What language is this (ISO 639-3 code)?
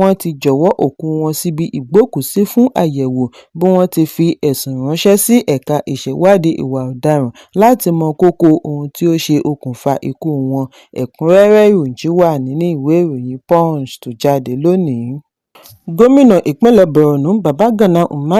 yor